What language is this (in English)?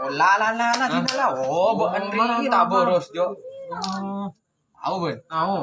Madurese